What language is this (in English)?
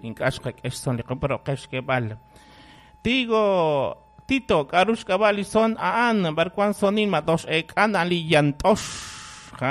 Kekchí